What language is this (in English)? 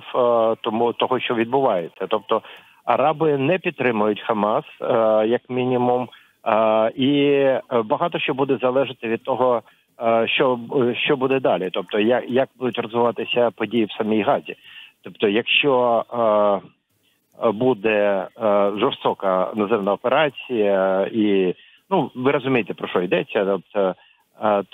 Ukrainian